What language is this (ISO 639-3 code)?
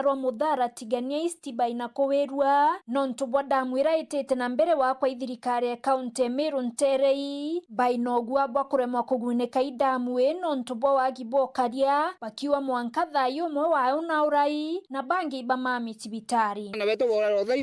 mer